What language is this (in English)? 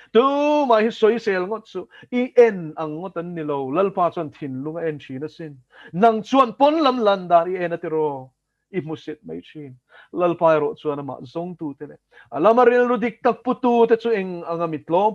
Mizo